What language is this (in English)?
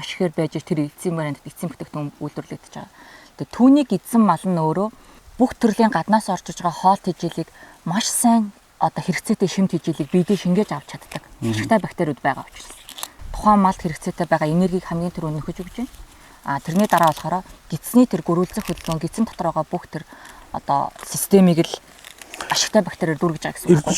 Mongolian